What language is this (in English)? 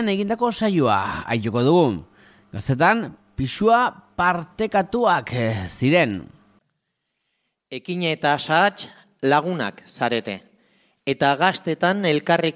Basque